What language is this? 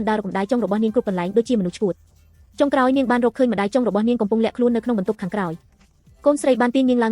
Khmer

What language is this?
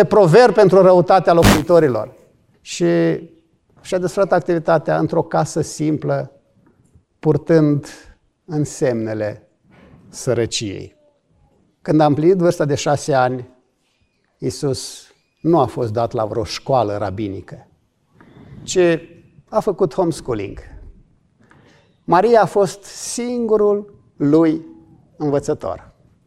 Romanian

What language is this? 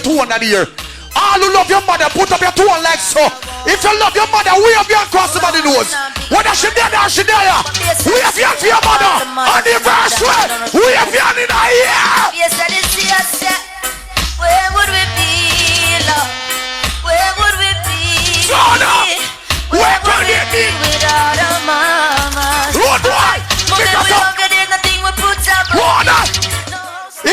Jamaican Creole English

